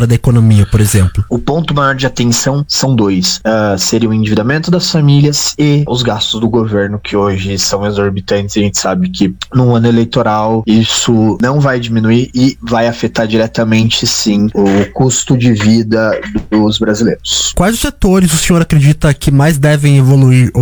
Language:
Portuguese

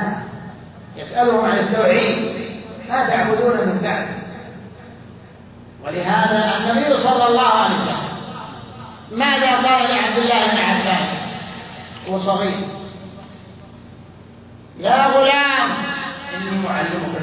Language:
Arabic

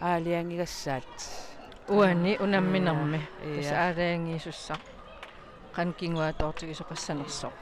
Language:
Kalaallisut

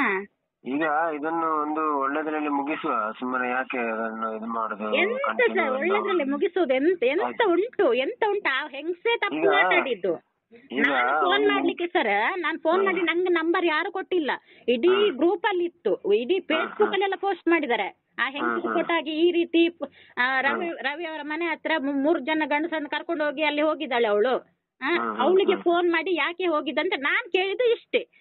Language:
Kannada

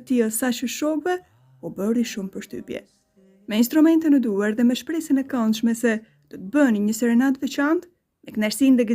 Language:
Albanian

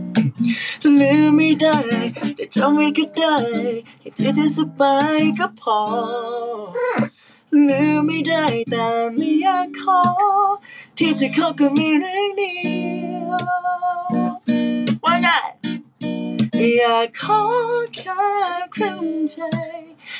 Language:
Thai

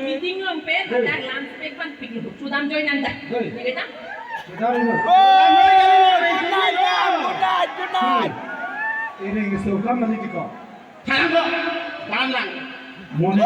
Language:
Karbi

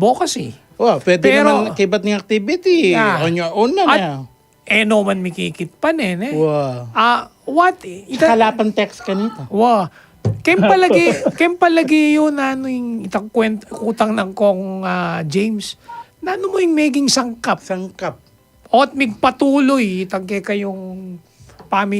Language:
Pampanga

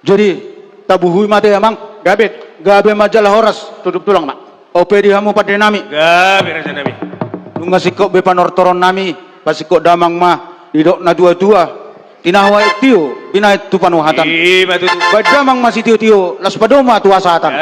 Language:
Batak Toba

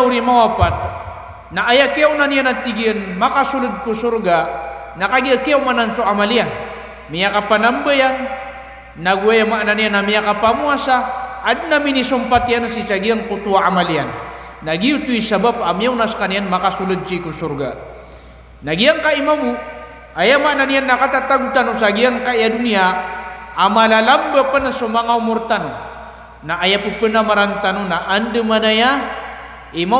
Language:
Maranao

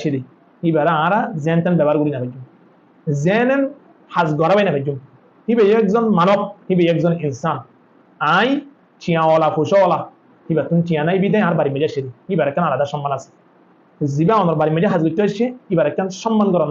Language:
Rohingya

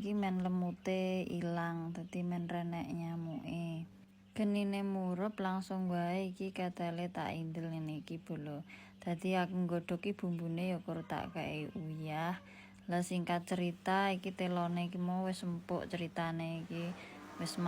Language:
Javanese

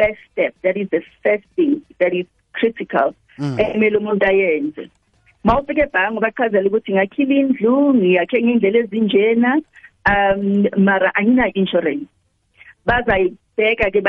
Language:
South Ndebele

